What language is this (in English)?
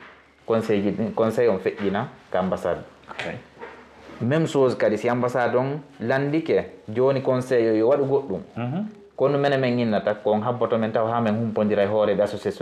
Fula